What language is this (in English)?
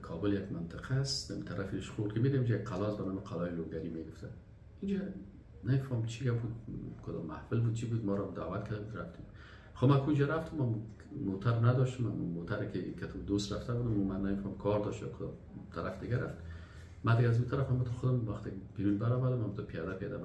Persian